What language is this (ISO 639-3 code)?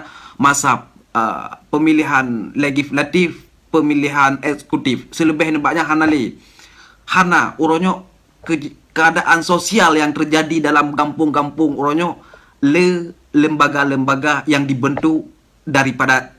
ace